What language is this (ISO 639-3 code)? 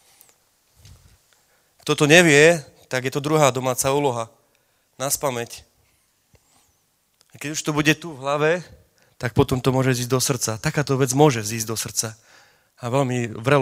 slk